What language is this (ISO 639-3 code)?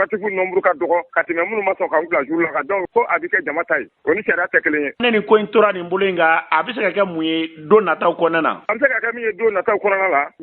bam